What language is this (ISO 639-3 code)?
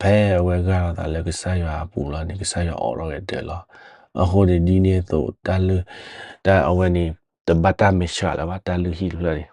ksw